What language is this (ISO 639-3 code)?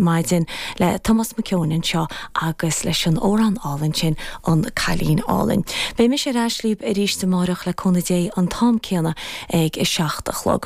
gle